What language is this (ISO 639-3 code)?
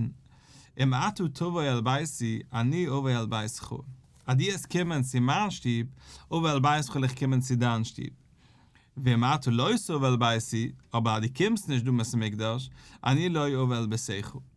yid